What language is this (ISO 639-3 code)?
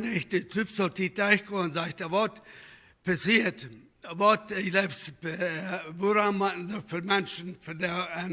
pdt